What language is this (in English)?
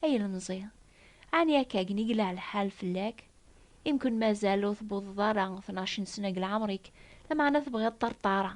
Kabyle